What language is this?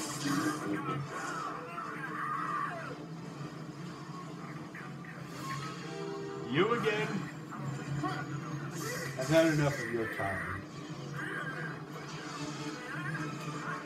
English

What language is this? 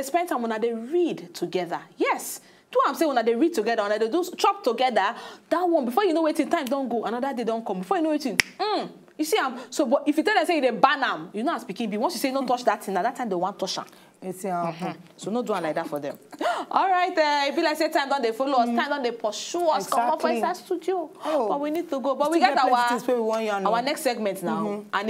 Nigerian Pidgin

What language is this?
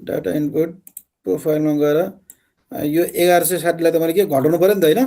Nepali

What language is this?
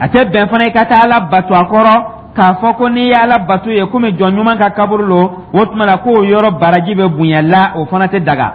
Dyula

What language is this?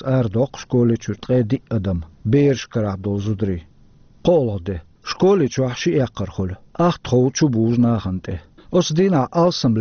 Chechen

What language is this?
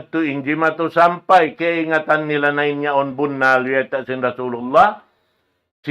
Tausug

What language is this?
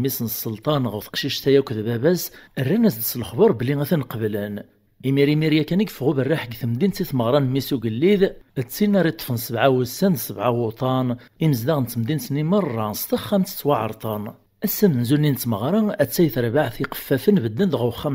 Kabyle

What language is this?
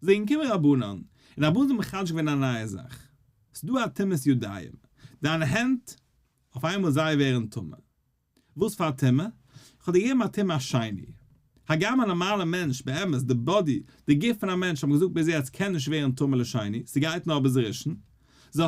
Yiddish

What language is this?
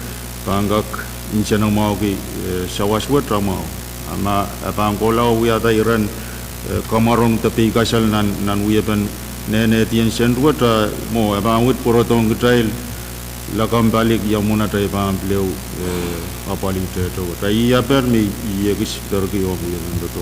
Pohnpeian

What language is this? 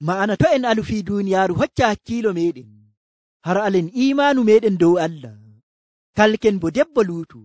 Nigerian Fulfulde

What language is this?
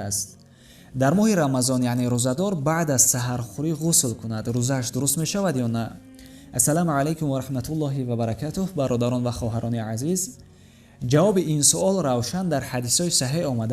Tajik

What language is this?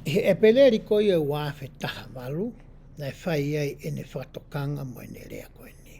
Tongan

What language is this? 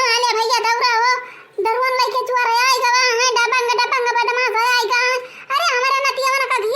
Awadhi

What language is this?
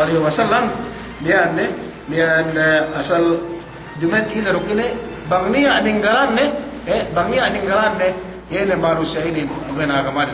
Yakan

